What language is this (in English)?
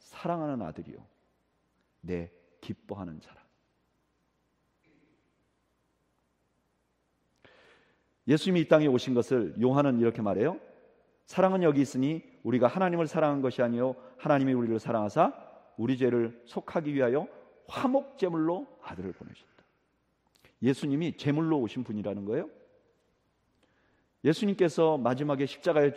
Korean